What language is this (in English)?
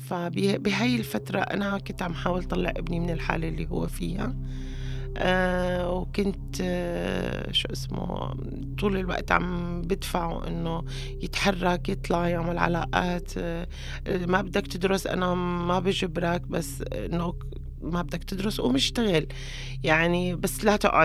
North Levantine Arabic